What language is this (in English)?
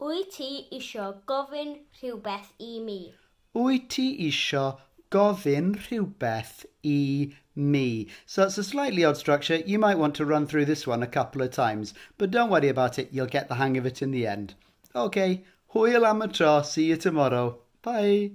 Welsh